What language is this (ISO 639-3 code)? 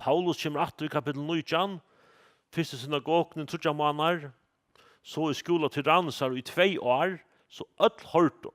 fao